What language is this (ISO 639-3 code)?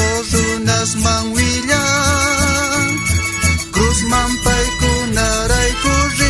quh